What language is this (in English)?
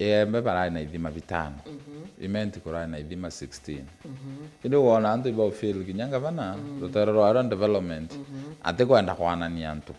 Meru